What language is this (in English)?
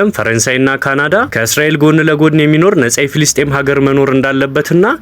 Amharic